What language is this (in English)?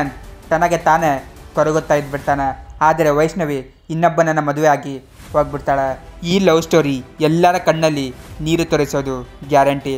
Kannada